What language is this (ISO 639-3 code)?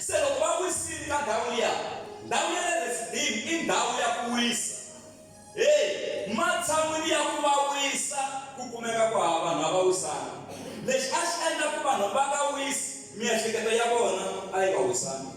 tso